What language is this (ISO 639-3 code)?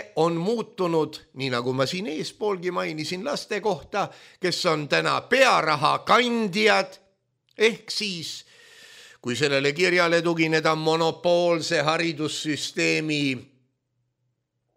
est